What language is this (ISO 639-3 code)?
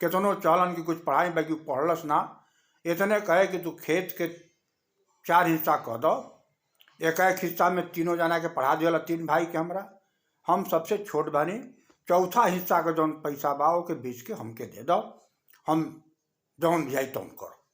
bho